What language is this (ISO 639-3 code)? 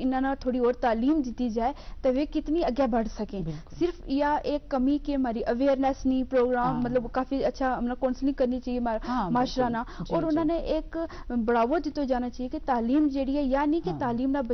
gju